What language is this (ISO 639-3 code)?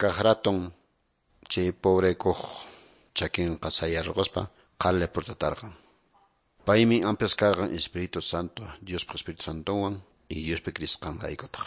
que